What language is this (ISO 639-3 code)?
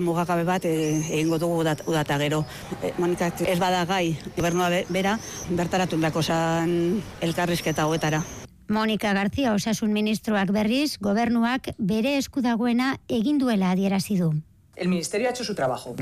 eus